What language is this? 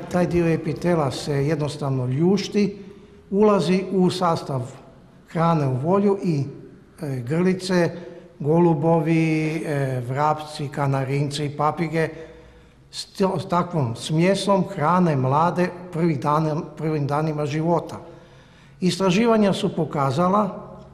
Croatian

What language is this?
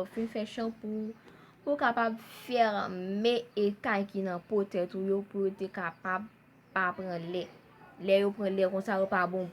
Haitian Creole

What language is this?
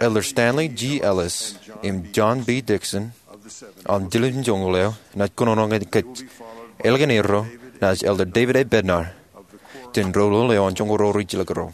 Marshallese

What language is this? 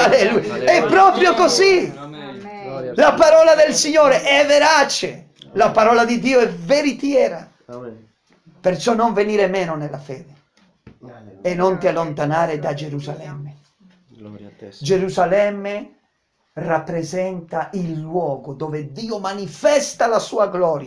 Italian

